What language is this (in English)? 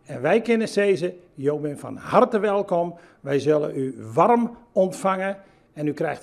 Western Frisian